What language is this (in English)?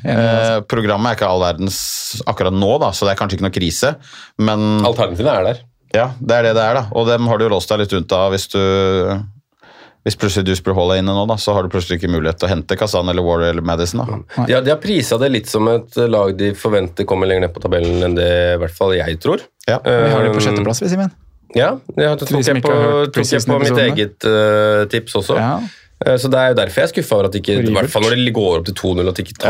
Norwegian